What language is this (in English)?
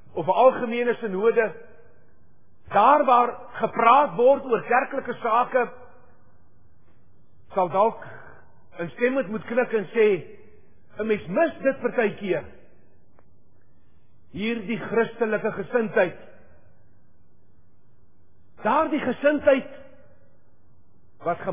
Afrikaans